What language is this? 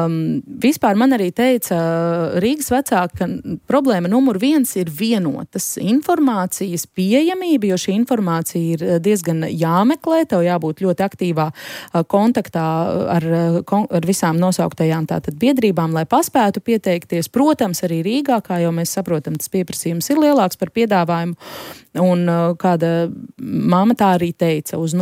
Latvian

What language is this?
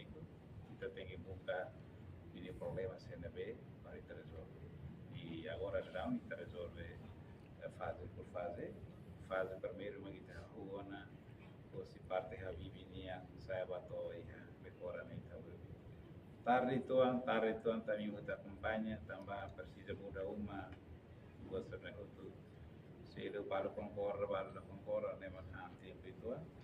Tetum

